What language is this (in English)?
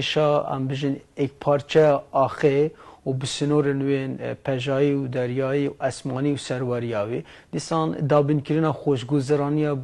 Kurdish